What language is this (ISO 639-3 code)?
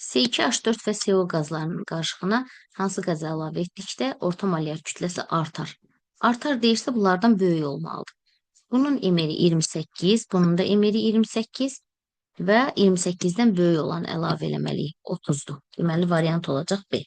aze